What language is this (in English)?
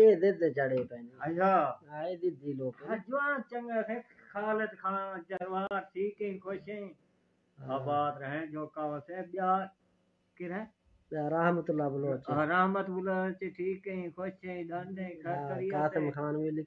Saraiki